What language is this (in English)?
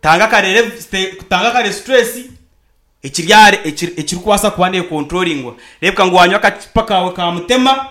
Nyankole